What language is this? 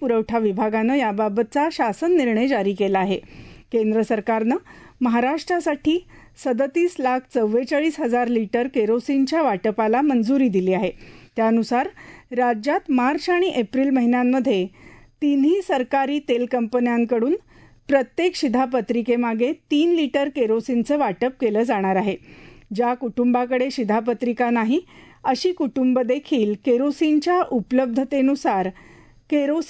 Marathi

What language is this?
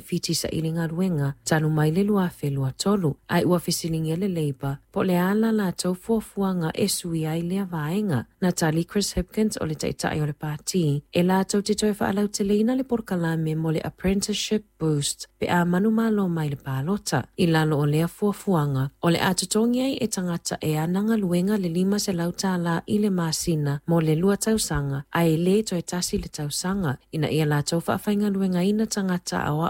Samoan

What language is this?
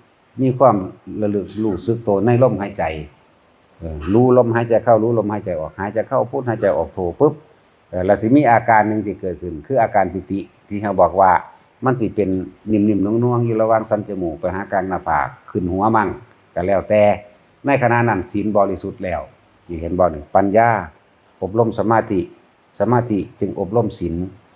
Northeastern Thai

